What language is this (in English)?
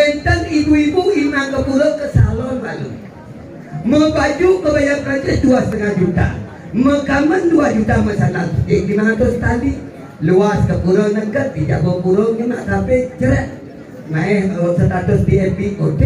Balinese